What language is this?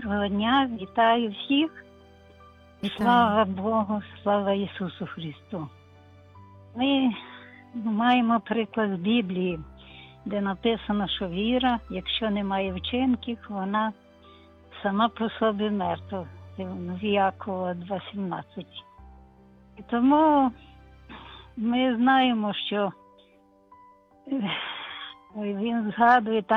Ukrainian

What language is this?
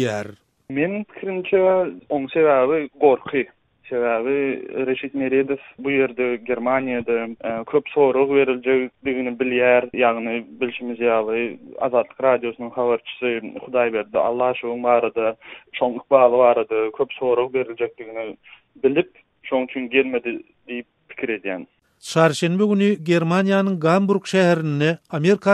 Turkmen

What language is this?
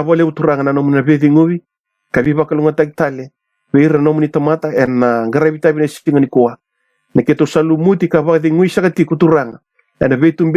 Fijian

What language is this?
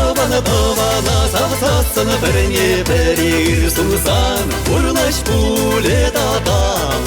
Chuvash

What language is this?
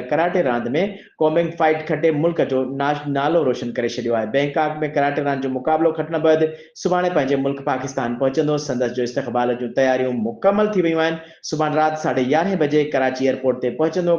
Sindhi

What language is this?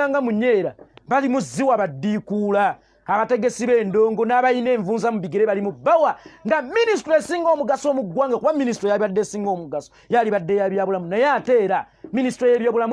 Ganda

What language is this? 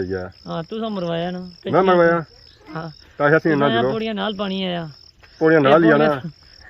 Pahari-Potwari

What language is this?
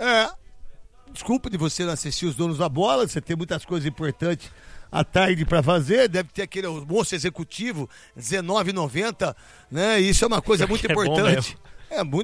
Portuguese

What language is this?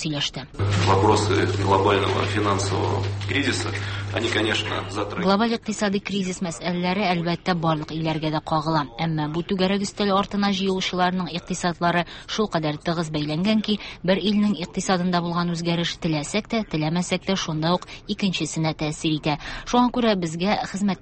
Tatar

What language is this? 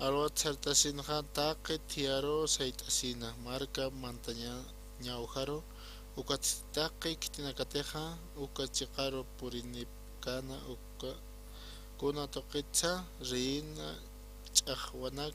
Aymara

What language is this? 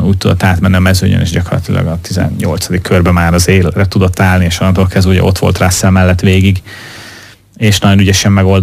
Hungarian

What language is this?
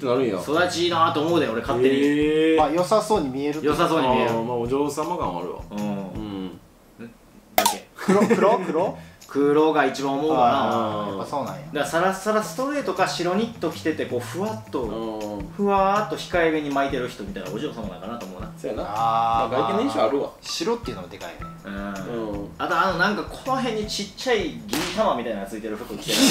Japanese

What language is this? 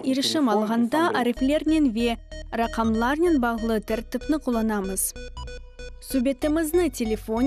Crimean Tatar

